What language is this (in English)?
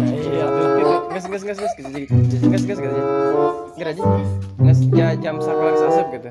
Sundanese